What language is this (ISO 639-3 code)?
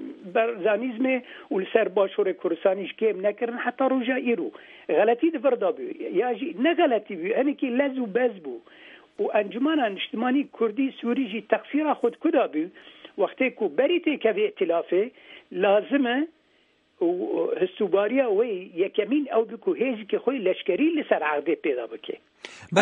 kur